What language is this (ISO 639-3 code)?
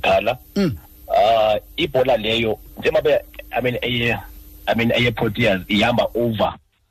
xho